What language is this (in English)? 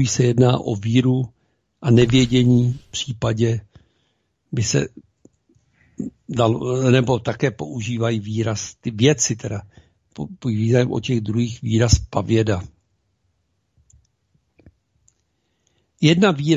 Czech